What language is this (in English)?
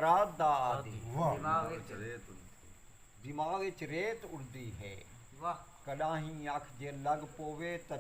Saraiki